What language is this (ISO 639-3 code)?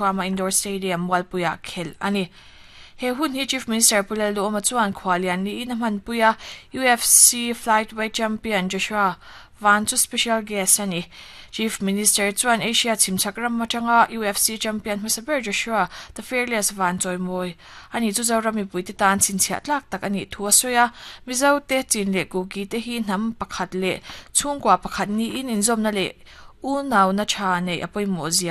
lus